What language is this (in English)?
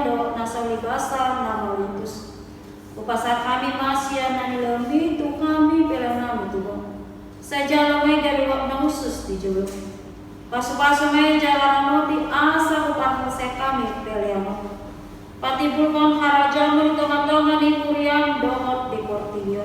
Batak Toba